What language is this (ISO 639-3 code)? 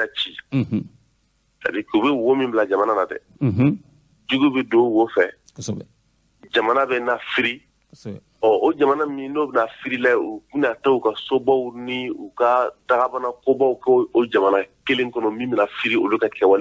bam